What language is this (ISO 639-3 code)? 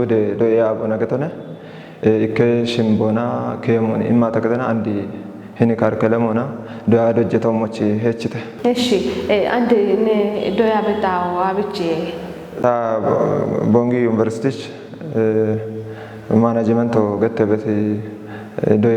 kbr